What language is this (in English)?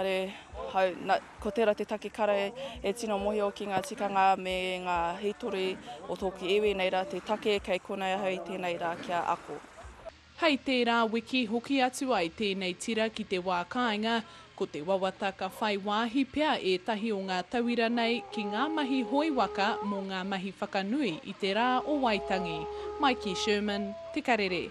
Māori